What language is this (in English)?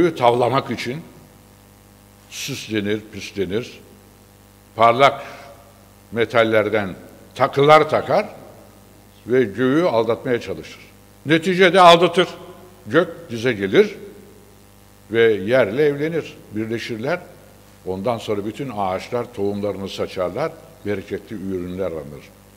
Turkish